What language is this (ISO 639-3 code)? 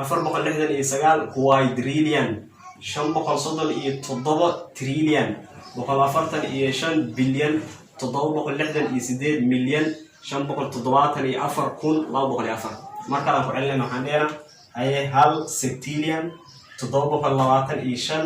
som